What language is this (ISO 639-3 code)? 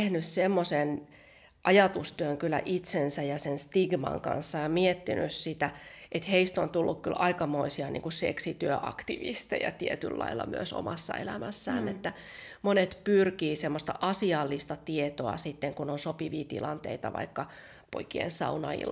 fin